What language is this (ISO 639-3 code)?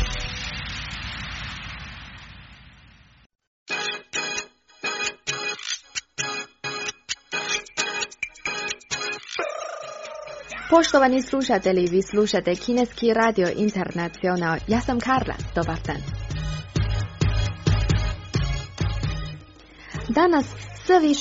hrv